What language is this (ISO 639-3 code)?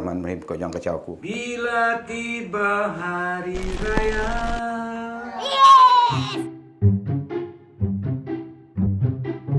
msa